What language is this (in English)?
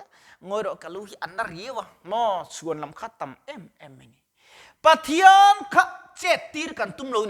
Mizo